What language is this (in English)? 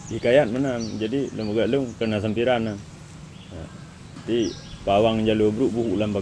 Achinese